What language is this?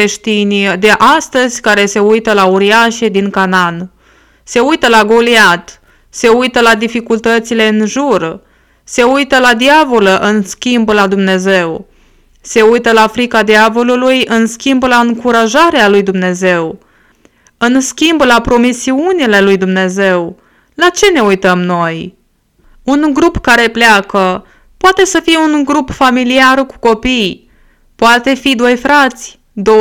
Romanian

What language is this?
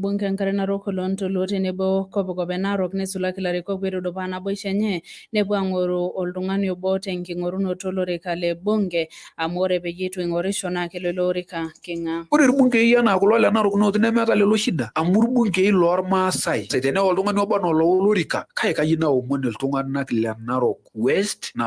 Masai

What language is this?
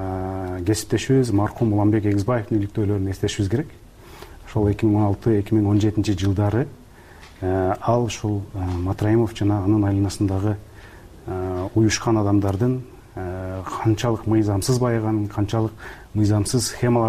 Kyrgyz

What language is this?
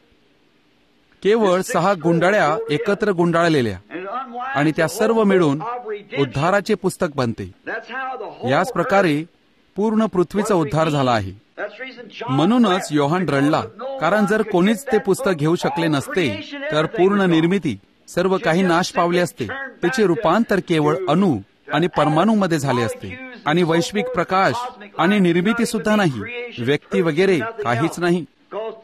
Marathi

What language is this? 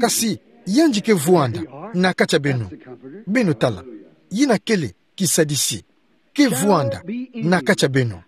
Kituba (Democratic Republic of Congo)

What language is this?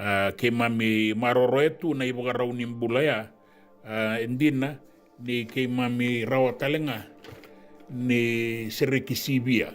Fijian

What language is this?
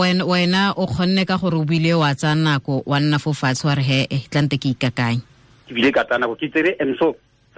Tswana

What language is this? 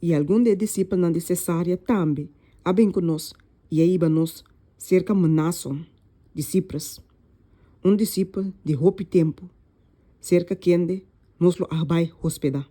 Papiamento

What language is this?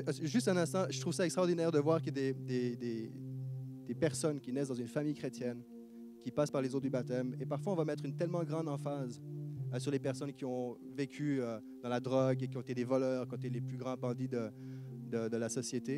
French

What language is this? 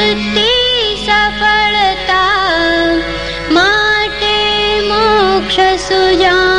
Gujarati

